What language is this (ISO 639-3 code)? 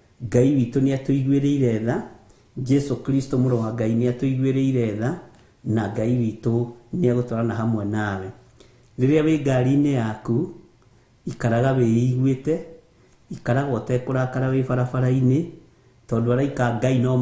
kik